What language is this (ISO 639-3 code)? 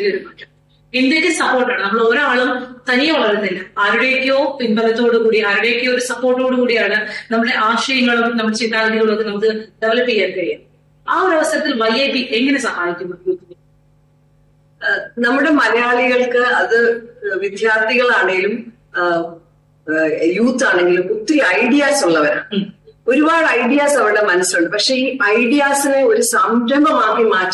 mal